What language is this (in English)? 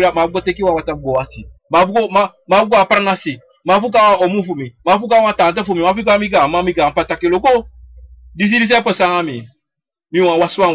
Sranan Tongo